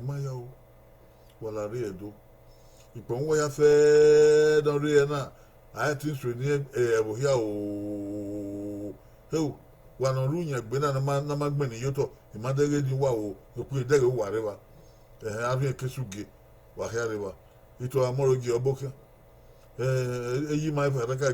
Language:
Bini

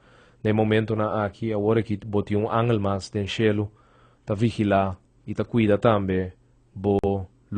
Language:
Papiamento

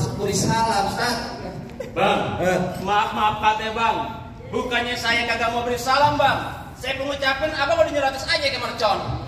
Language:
Betawi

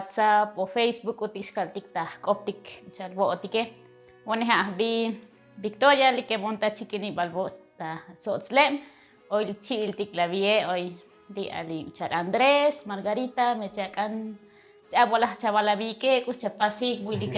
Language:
Tzotzil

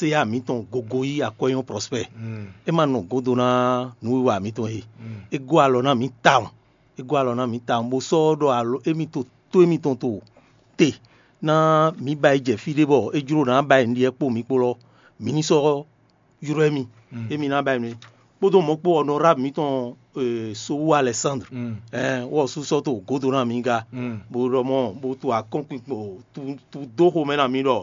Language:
Fon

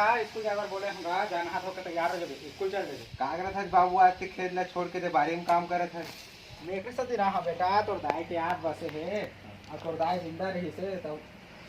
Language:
Chhattisgarhi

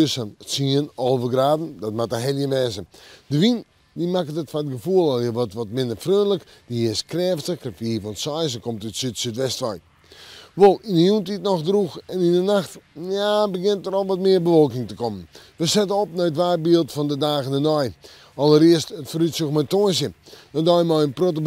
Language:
Western Frisian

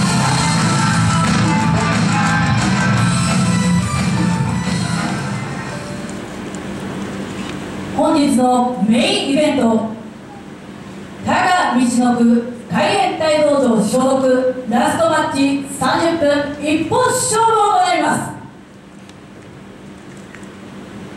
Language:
Japanese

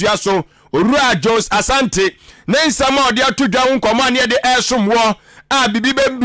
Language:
Akan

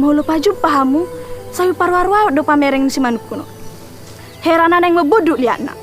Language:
Batak Toba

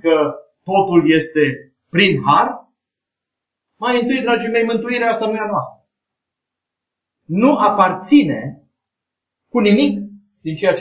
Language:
Romanian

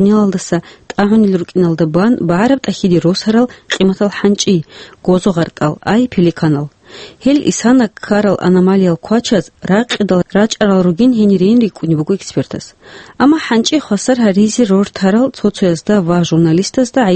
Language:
Avaric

